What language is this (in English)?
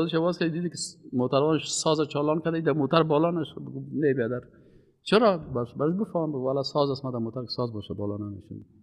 Persian